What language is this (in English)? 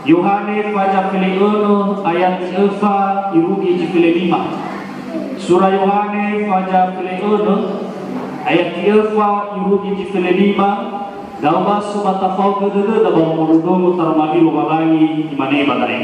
Nias